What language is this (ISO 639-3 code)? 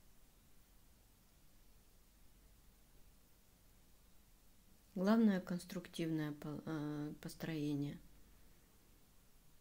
rus